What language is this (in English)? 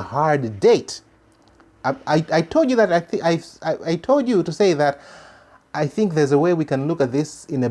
English